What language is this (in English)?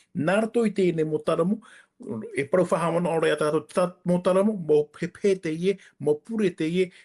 Tahitian